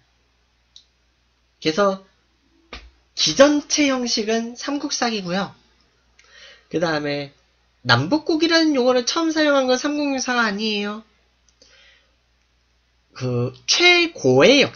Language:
Korean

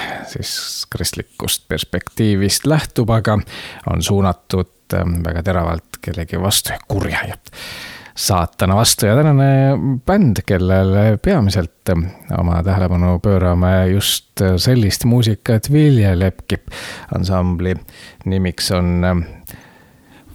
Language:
Estonian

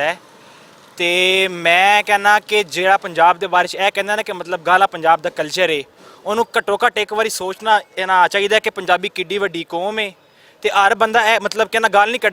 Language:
Western Panjabi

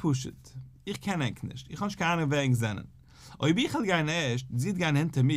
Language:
Yiddish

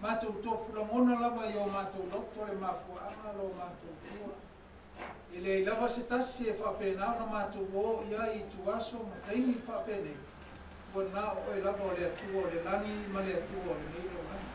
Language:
Samoan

